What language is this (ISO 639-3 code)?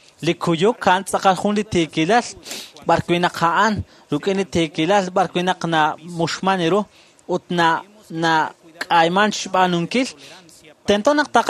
kek